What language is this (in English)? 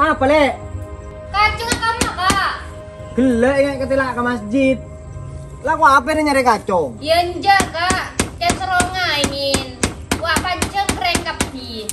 Madurese